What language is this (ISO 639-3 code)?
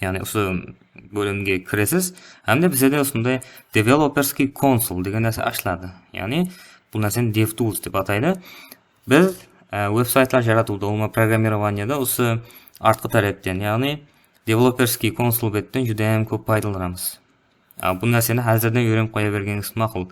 kaa